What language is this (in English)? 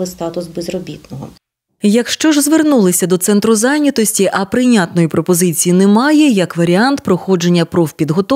Ukrainian